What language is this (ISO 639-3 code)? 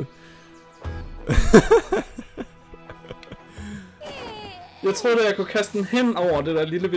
dan